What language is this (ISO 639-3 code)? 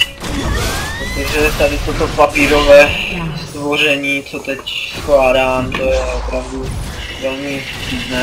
ces